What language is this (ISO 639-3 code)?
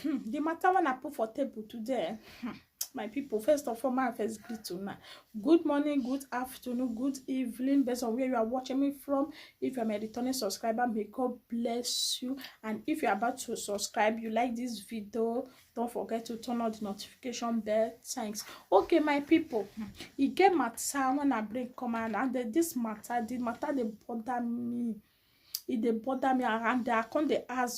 pcm